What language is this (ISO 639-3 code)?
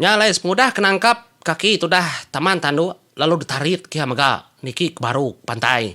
iba